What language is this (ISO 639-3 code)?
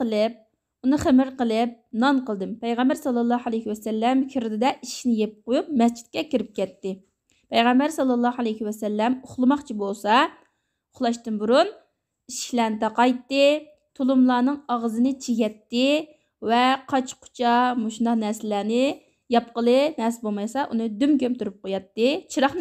uig